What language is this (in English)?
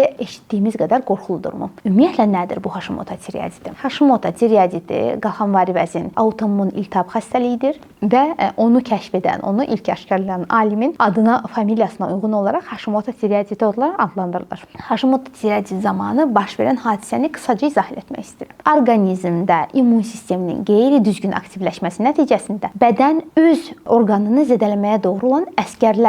Azerbaijani